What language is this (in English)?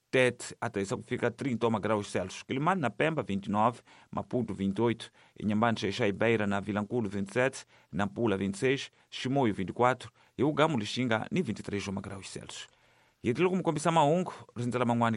Tsonga